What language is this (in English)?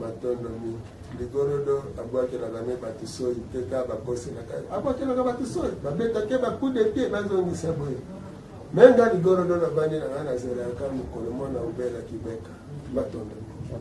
Lingala